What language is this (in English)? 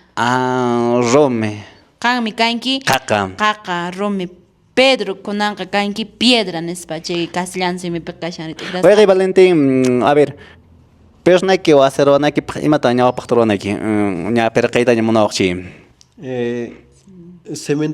Quechua